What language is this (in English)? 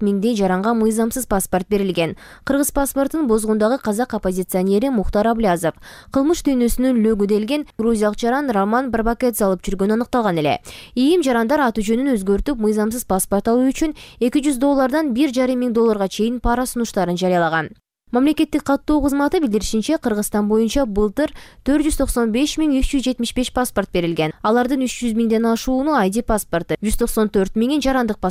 Kyrgyz